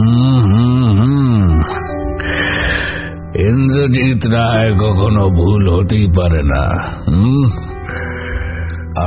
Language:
Bangla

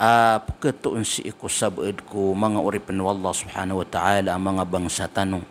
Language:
Maranao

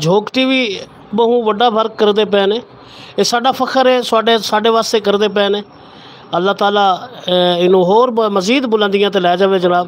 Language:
Saraiki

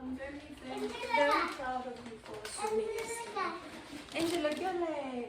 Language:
Tswana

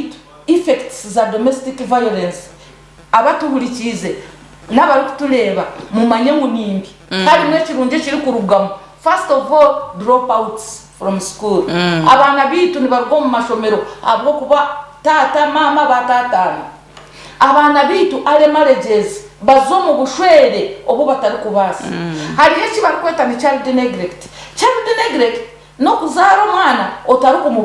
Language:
Nyankole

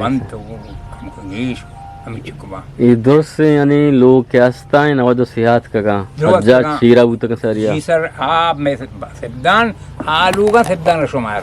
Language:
Eastern Balochi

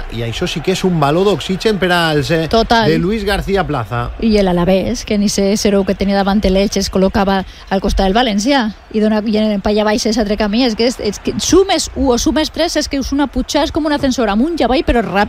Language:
Catalan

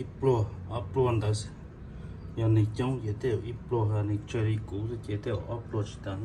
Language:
Hmong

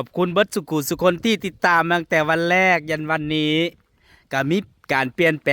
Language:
Northeastern Thai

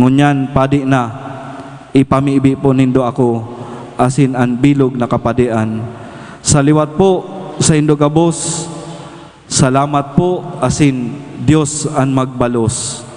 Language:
Bikol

